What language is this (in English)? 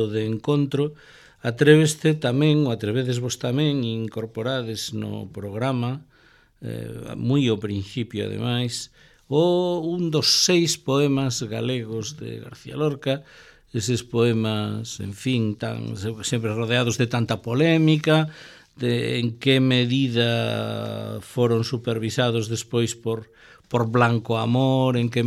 Galician